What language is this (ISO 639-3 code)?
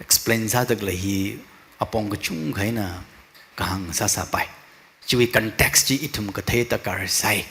nmf